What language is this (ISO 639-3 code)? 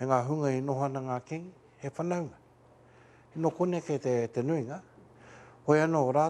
mri